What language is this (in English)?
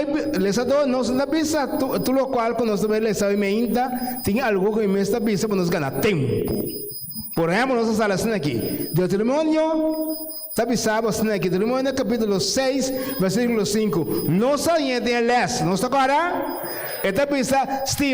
Papiamento